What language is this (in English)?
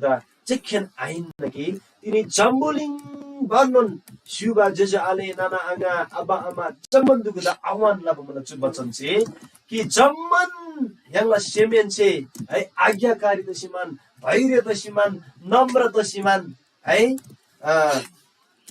Eastern Tamang